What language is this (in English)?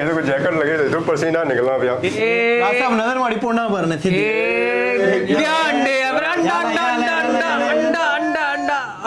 Pahari-Potwari